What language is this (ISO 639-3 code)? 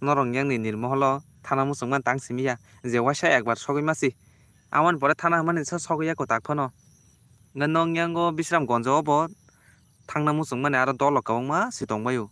trp